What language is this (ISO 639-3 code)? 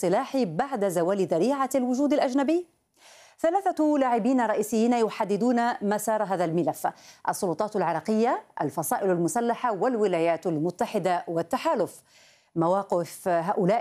ara